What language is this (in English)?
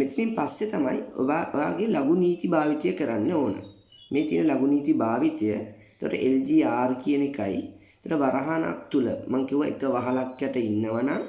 Sinhala